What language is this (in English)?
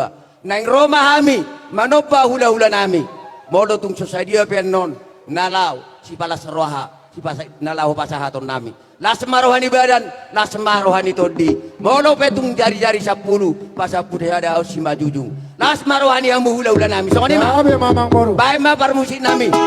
Batak Toba